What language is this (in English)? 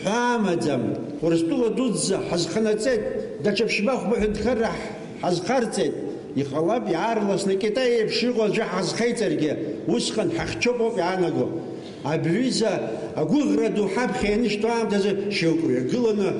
Abkhazian